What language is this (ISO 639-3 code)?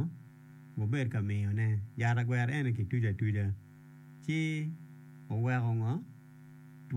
ach